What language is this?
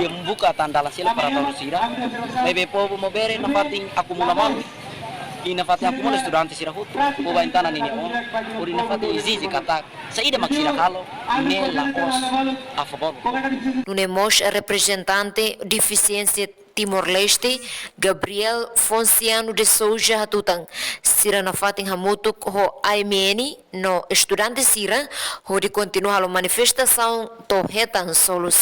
Tetum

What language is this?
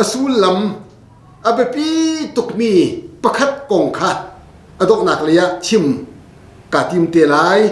Hakha Chin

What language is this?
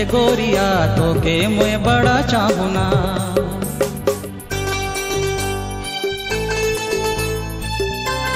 Sadri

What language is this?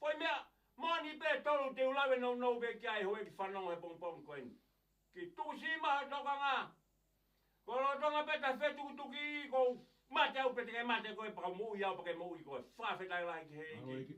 Tongan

